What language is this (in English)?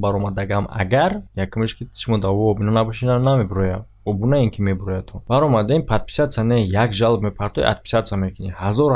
Tajik